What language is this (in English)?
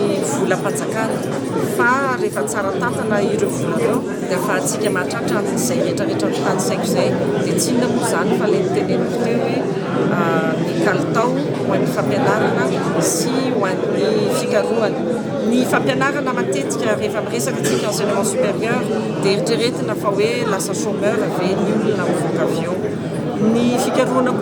Malagasy